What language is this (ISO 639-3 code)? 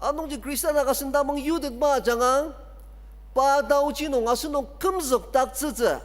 njo